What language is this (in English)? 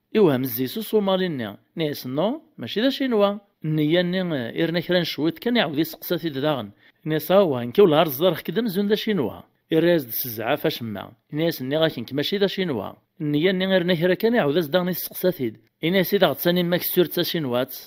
Kabyle